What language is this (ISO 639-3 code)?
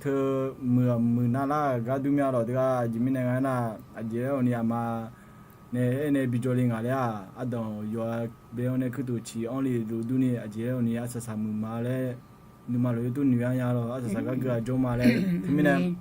ahk